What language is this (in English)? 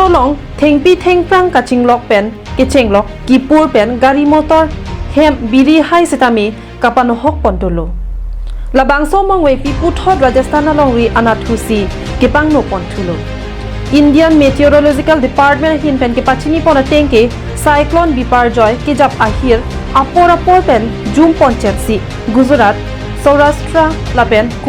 Karbi